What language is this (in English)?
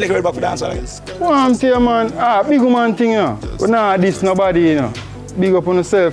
Jamaican Creole English